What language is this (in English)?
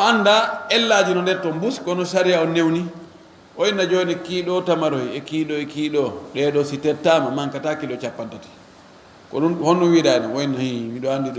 Fula